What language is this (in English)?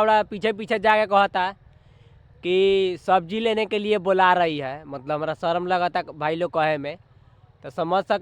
Bhojpuri